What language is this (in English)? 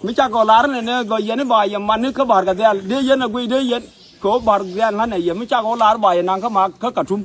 Nuer